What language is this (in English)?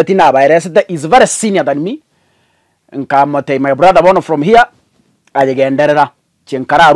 Gusii